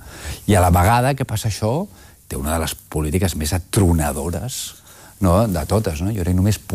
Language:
Catalan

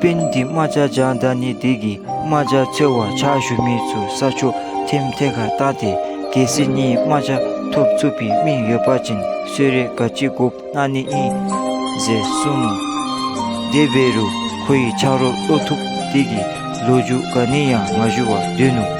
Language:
Dzongkha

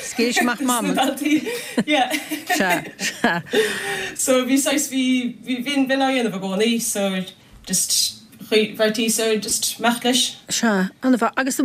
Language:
Irish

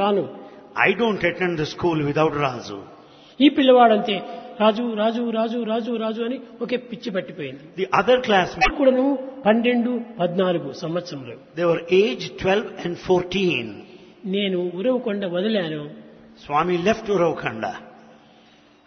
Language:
Telugu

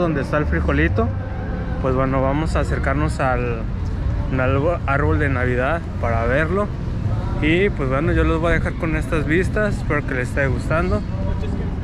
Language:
Spanish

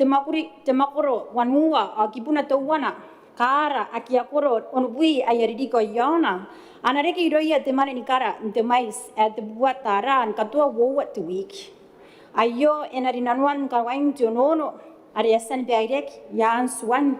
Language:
Gilbertese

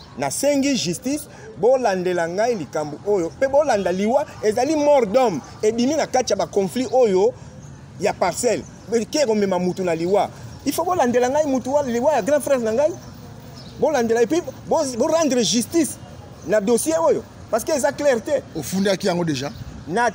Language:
Lingala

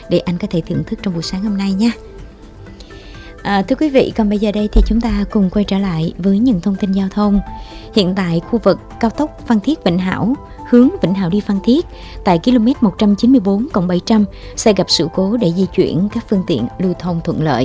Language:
Vietnamese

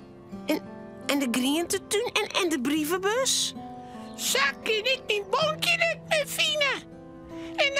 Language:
Western Frisian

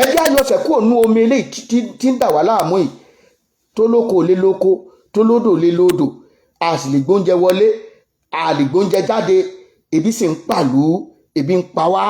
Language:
Yoruba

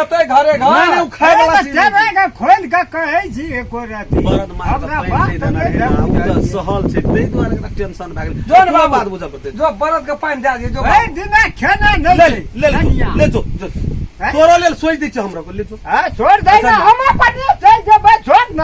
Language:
Maithili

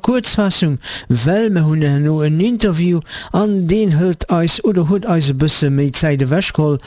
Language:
Luxembourgish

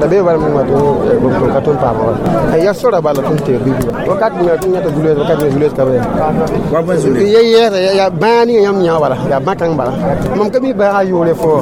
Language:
Mossi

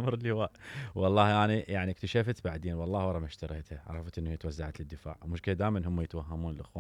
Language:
Mesopotamian Arabic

